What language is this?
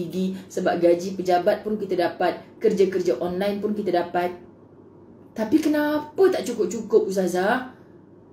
Malay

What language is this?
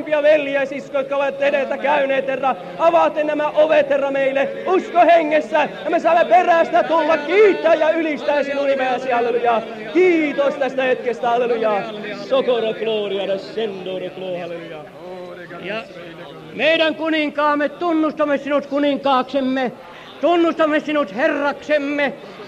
Finnish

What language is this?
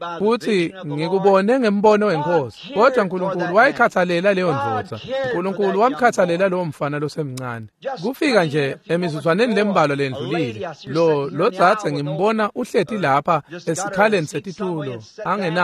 Swati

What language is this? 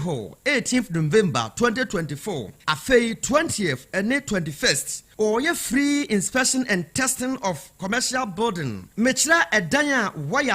Akan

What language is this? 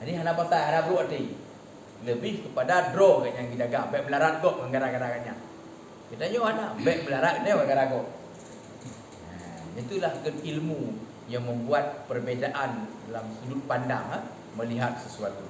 Achinese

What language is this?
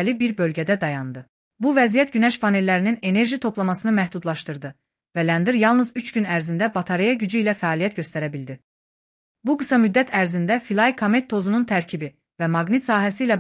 Azerbaijani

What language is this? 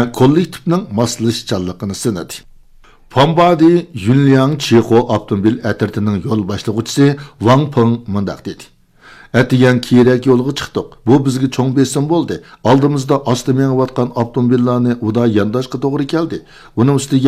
Uyghur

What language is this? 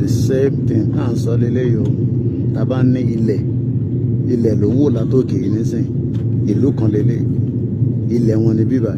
Yoruba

